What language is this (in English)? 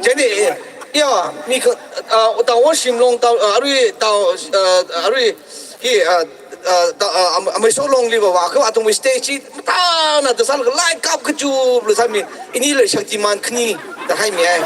Tangkhul Naga (India)